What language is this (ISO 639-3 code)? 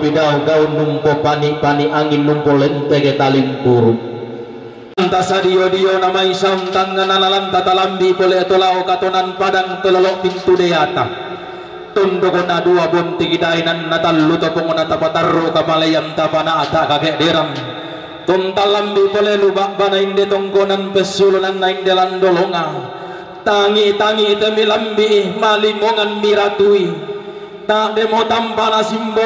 sda